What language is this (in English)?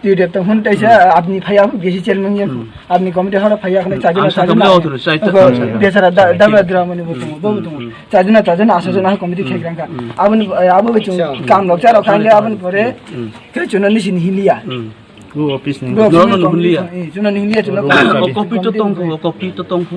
Kok Borok